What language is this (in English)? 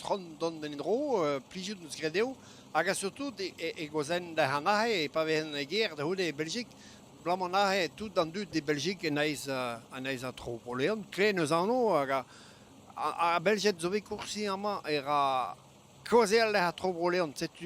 Breton